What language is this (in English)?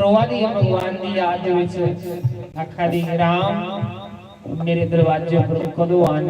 Dogri